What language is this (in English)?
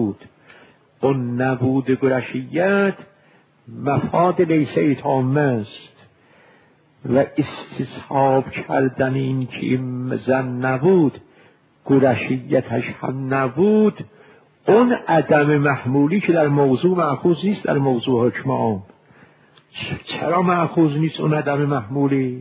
Persian